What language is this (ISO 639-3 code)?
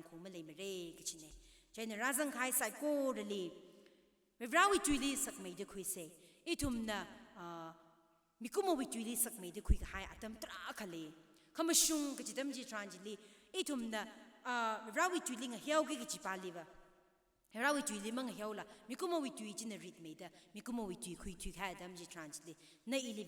nmf